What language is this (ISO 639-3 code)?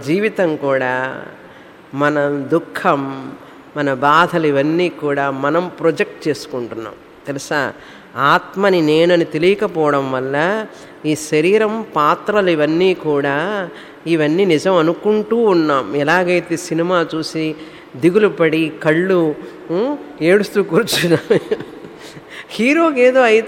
tel